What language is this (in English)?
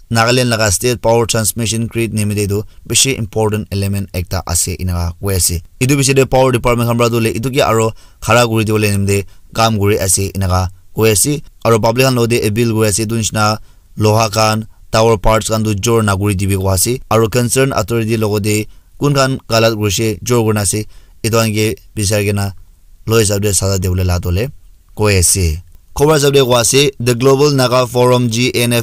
Naga Pidgin